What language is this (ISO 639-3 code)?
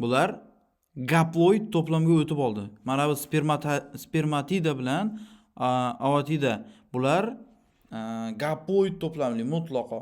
uzb